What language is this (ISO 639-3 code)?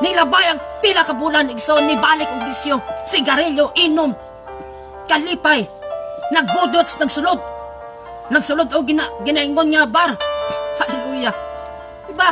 ceb